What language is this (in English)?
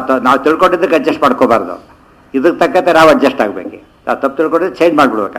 Kannada